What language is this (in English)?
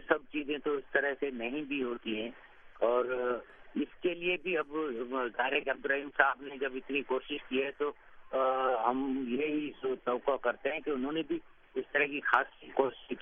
Urdu